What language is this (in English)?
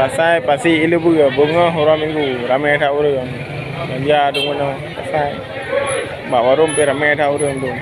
Achinese